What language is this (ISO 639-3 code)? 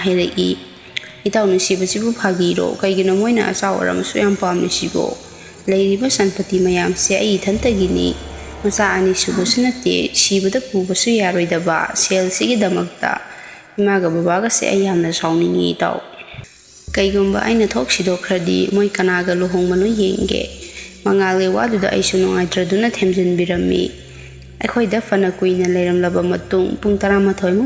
mni